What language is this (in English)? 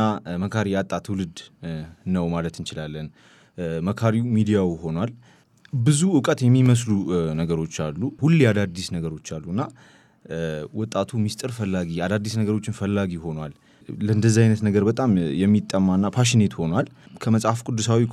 Amharic